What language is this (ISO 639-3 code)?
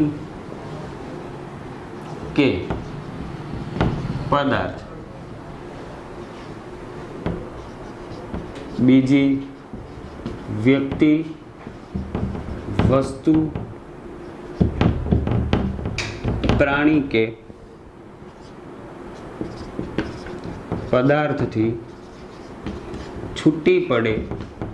guj